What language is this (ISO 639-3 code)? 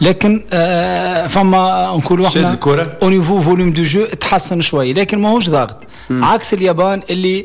aeb